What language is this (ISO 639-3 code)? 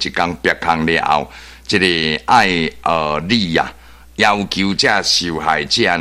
nan